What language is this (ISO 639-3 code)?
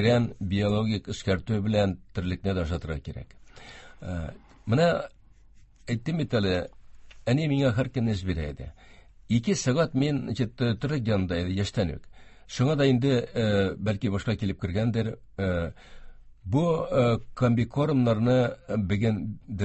tat